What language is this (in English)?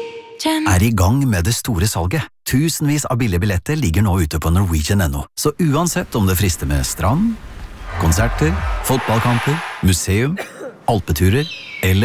Norwegian